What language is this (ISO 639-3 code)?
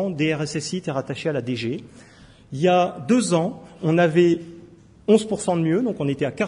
fra